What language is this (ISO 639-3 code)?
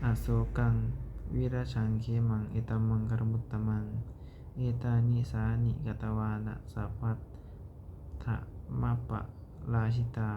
pli